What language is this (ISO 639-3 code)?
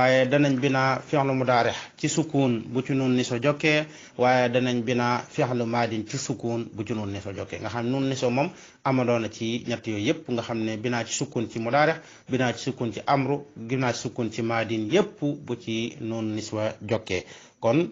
wol